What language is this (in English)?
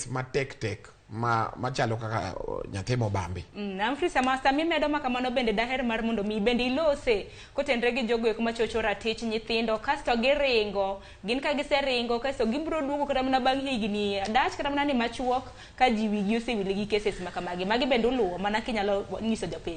Luo (Kenya and Tanzania)